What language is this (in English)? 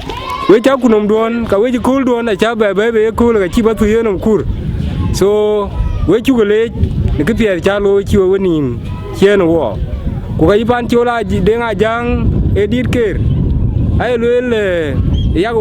Dinka